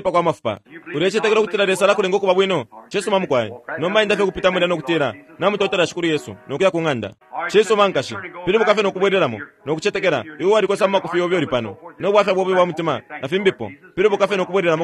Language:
Bemba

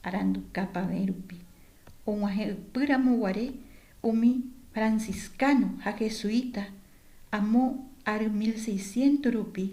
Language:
Guarani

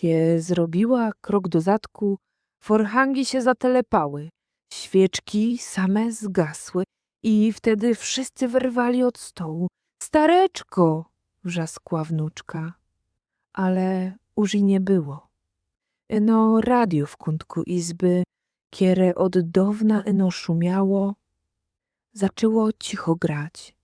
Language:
Silesian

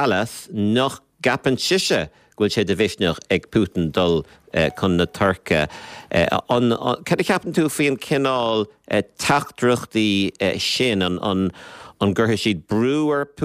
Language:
Irish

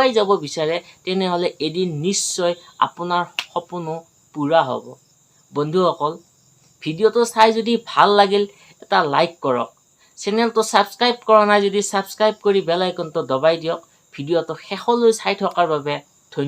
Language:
Assamese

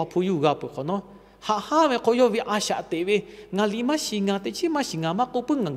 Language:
Lahu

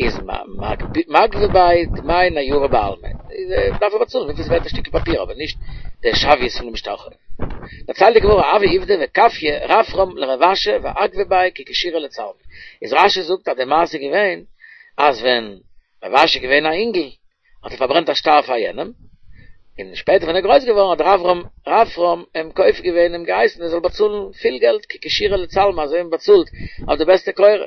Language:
Yiddish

